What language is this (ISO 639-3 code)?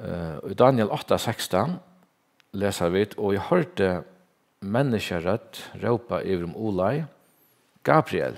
fao